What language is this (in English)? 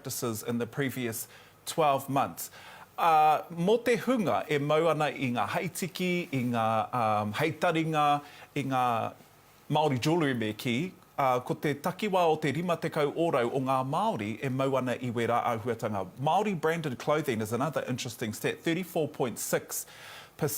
Māori